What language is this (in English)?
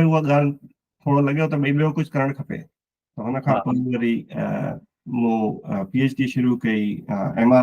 Sindhi